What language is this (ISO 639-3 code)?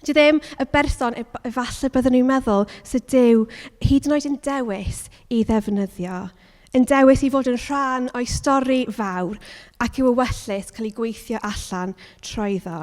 cym